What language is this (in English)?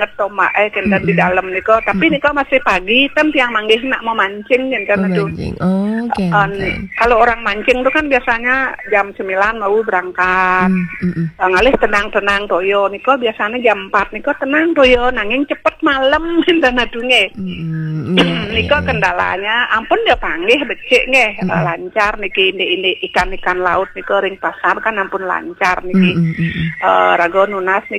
Balinese